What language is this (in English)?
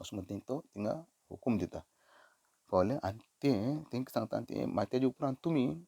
Konkani